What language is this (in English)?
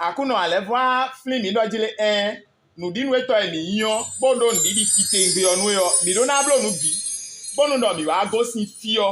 Fon